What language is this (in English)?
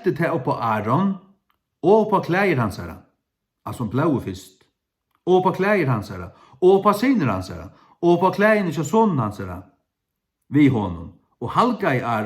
Faroese